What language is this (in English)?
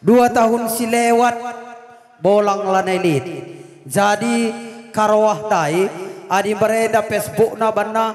Batak Karo